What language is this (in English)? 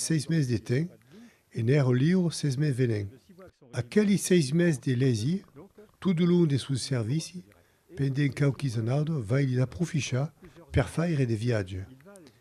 Occitan